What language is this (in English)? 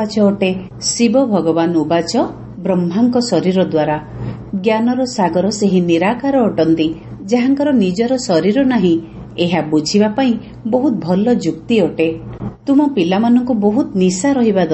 Odia